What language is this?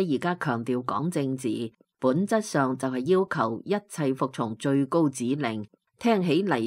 Cantonese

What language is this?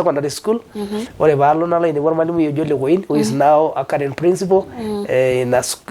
Masai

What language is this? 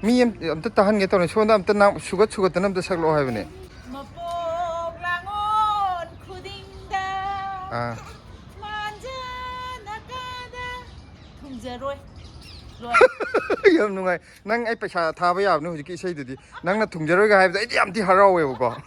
Manipuri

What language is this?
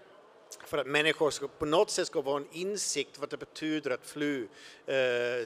Swedish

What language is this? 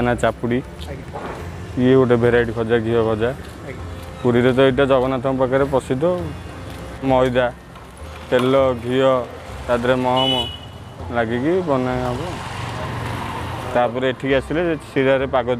Odia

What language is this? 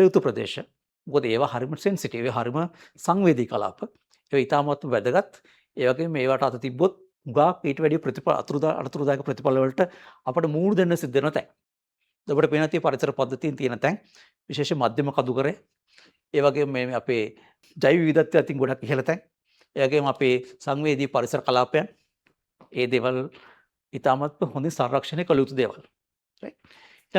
Sinhala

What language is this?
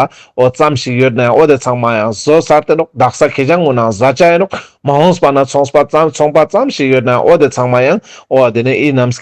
Ladakhi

